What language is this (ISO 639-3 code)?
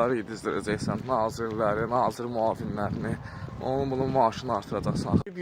aze